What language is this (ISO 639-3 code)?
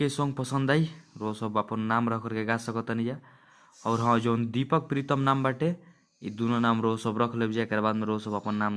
bho